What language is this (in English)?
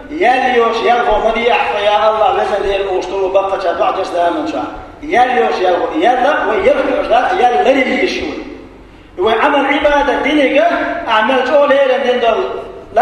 Chechen